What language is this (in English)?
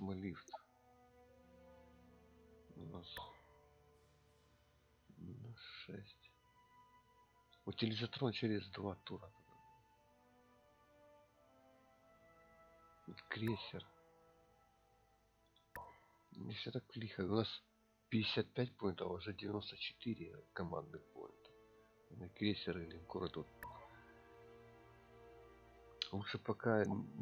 Russian